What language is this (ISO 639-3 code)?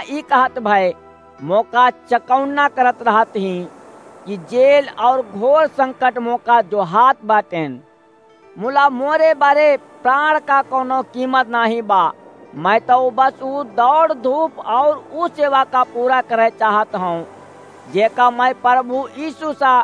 awa